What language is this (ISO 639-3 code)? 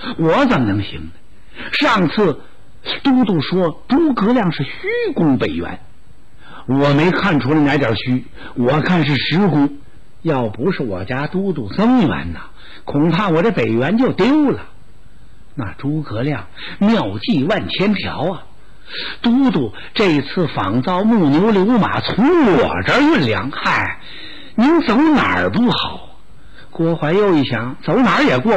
zho